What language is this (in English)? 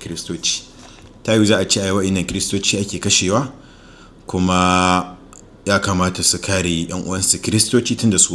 Hausa